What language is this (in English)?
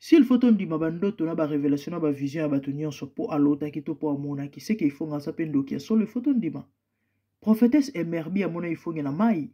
Lingala